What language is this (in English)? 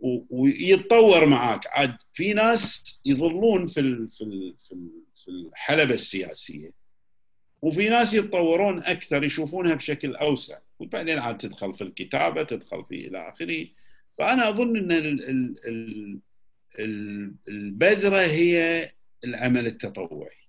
Gulf Arabic